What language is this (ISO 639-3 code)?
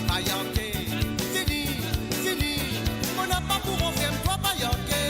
mfe